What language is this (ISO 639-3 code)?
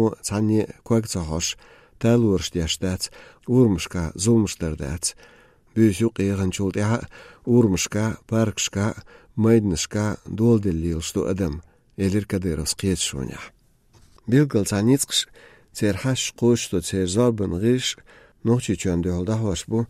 che